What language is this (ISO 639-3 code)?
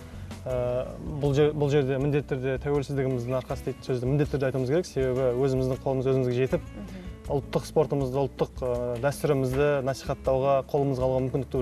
kaz